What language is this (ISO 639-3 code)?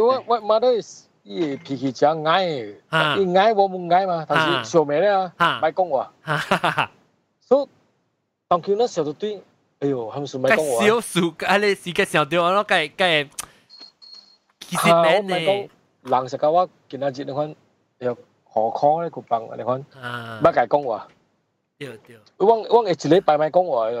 nan